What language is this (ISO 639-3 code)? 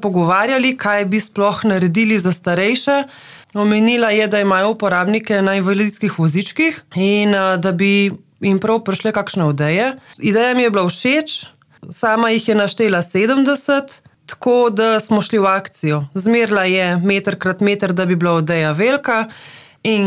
slv